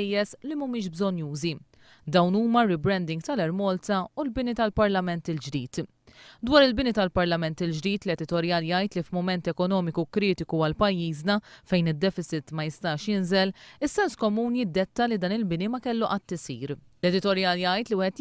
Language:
Maltese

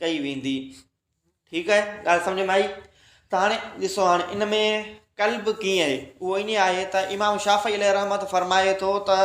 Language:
Sindhi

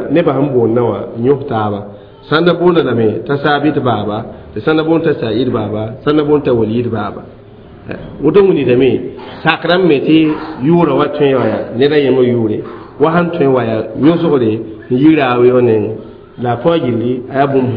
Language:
Mossi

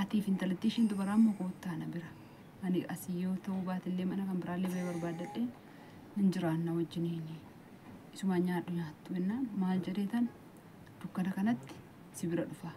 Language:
Oromo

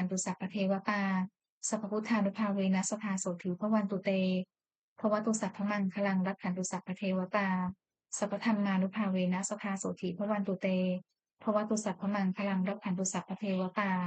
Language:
Pali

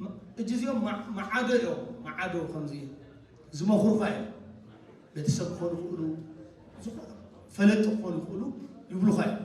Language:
Tigrinya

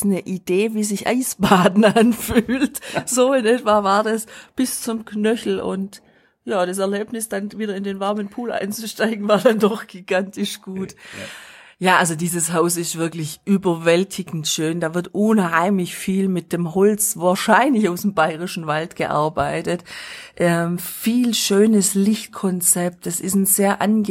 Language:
German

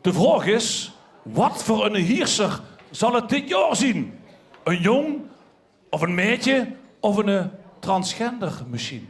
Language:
Limburgish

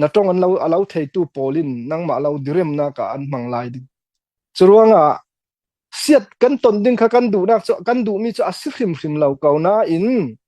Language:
Falam Chin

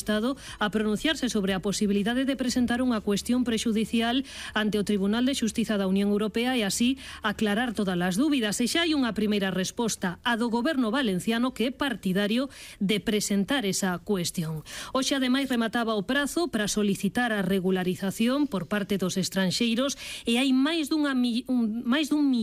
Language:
Galician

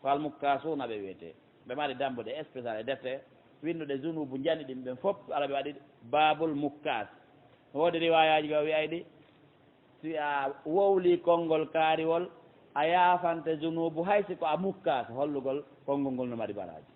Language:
Pular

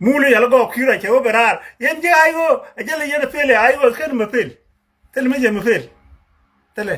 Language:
Nuer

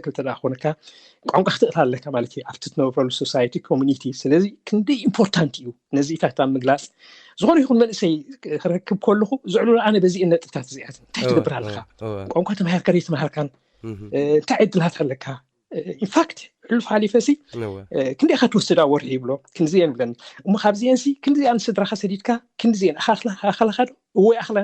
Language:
Tigrinya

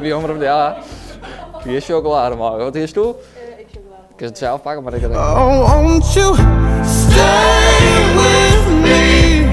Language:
Western Frisian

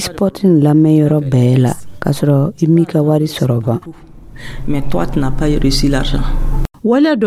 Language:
Dyula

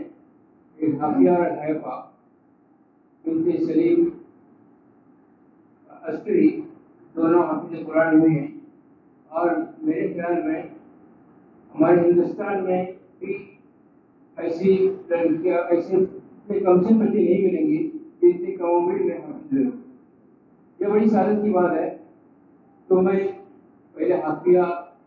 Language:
Urdu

